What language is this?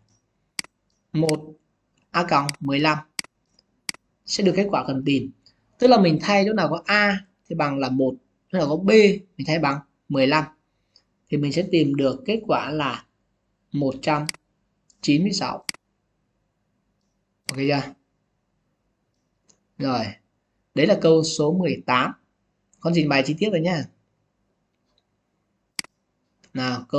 Vietnamese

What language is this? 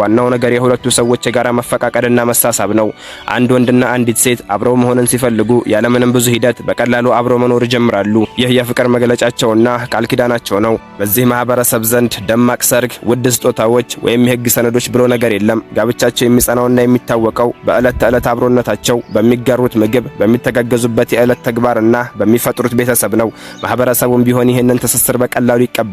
Amharic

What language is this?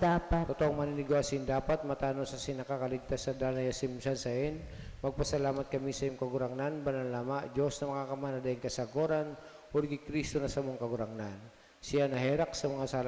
Bikol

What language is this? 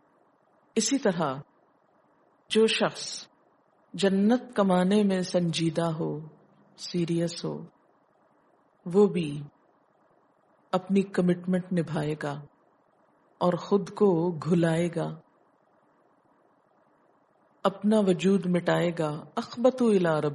Urdu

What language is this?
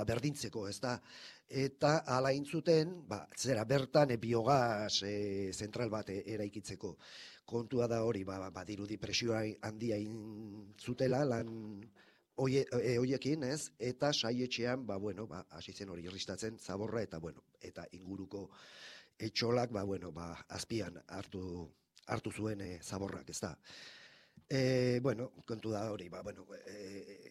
Basque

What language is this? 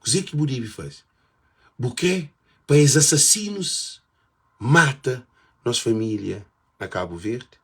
Kabuverdianu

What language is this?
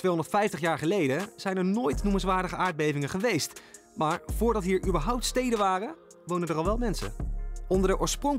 Dutch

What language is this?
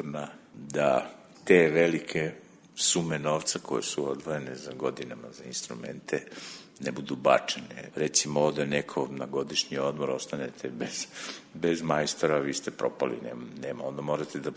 Serbian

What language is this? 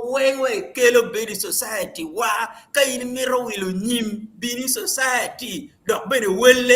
Acoli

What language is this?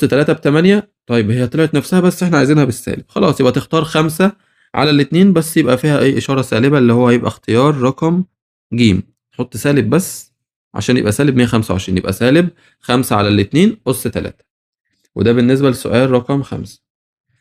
Egyptian Arabic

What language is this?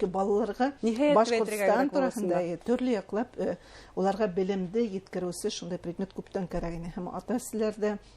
Bashkir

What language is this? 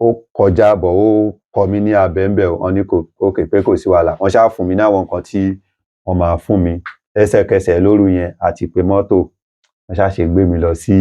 Yoruba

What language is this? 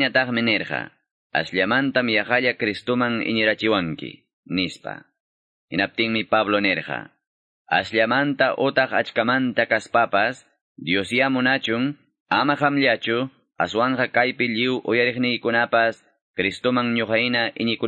Quechua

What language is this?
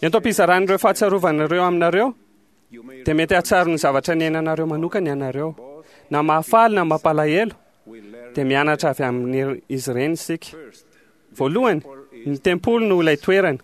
Malagasy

